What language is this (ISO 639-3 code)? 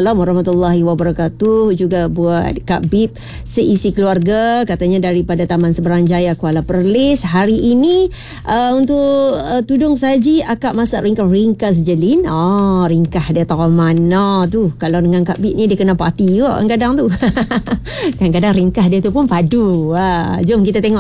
msa